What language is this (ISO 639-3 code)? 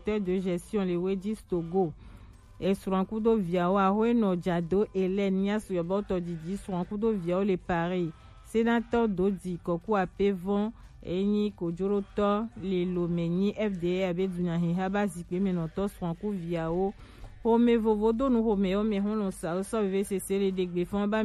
gej